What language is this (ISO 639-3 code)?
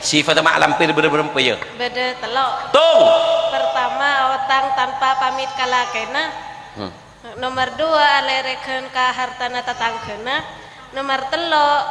mad